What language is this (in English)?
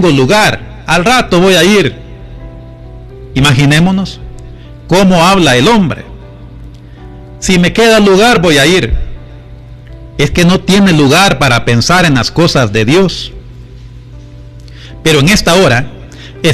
Spanish